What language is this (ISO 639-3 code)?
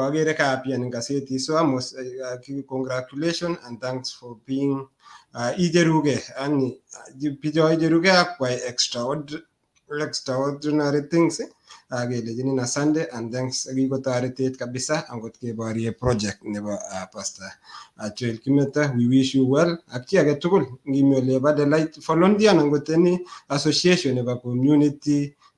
kln